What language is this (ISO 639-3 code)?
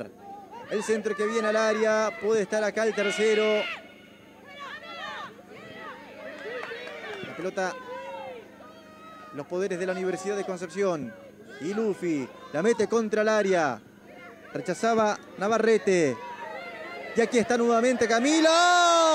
spa